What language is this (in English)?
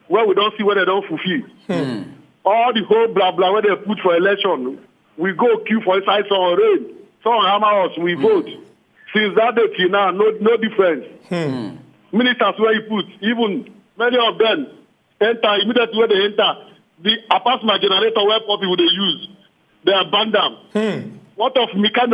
Nigerian Pidgin